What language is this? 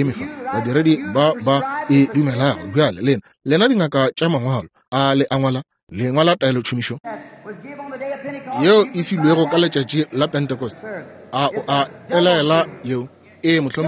Northern Sotho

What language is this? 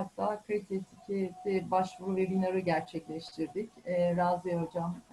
Turkish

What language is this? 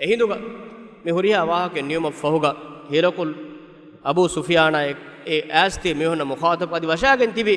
Divehi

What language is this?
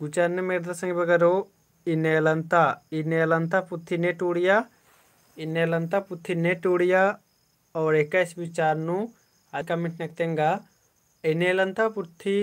Kurukh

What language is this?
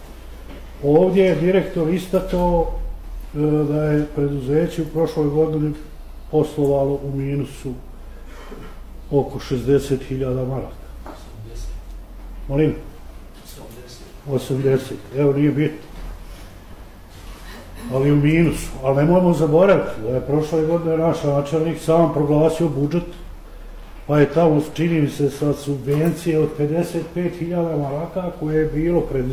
Bosnian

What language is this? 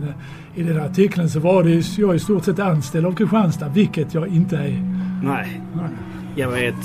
Swedish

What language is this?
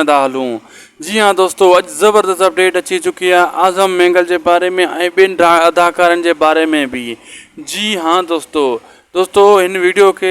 Sindhi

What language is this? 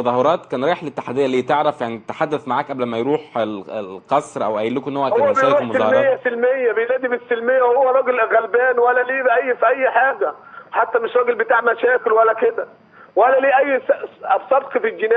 Egyptian Arabic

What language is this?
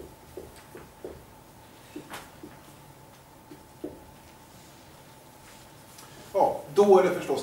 Swedish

